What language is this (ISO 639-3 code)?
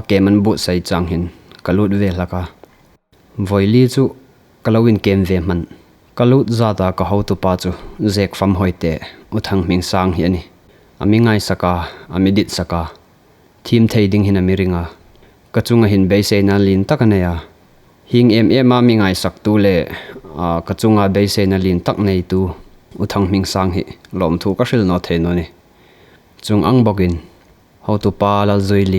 hmr